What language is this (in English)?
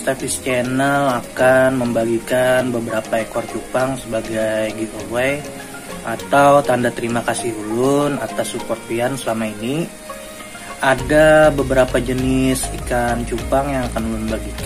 Banjar